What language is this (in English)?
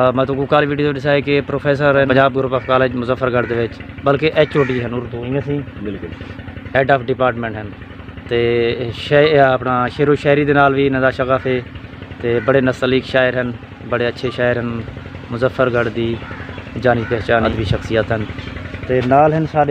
Saraiki